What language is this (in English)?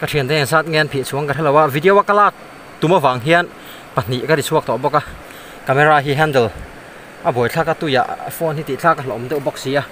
Mizo